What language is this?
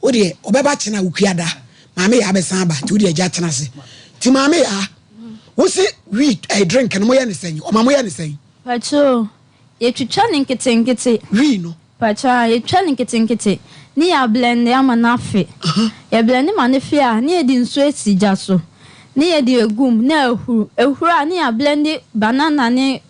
Akan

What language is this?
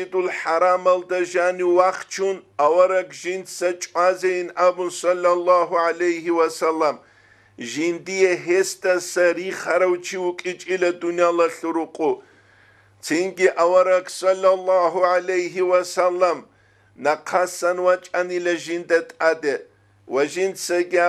Avaric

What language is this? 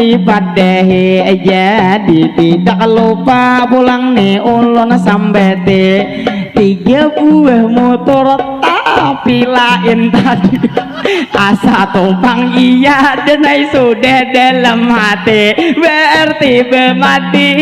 Banjar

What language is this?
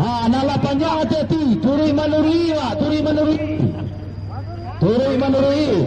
Minangkabau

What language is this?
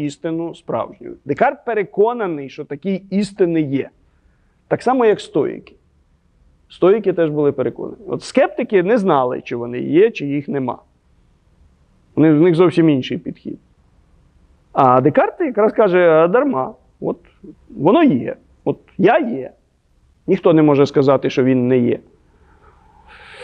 Ukrainian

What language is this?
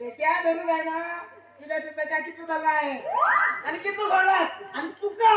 Konkani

